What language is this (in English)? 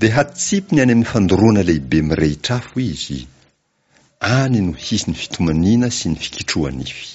Malagasy